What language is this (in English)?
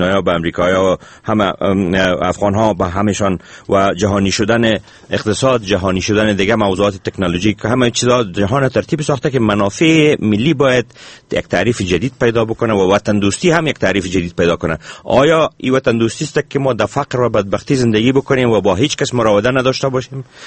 Persian